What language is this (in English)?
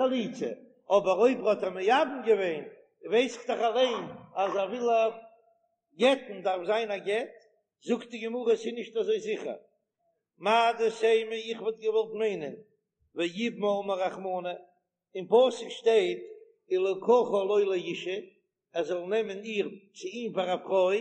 Yiddish